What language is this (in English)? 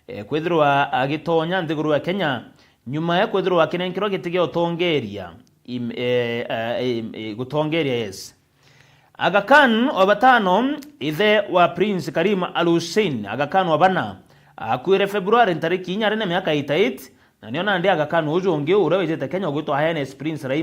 Meru